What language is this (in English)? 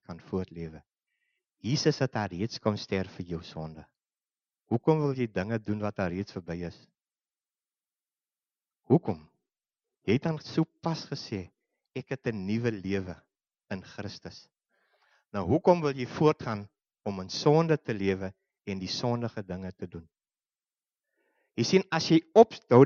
Afrikaans